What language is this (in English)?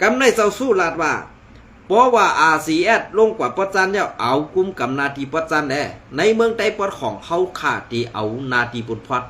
Shan